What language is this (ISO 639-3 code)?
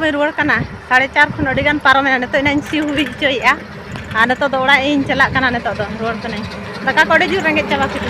sat